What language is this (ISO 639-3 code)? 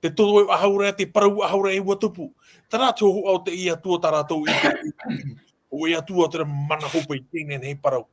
tah